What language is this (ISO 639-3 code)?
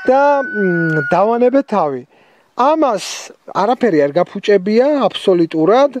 kat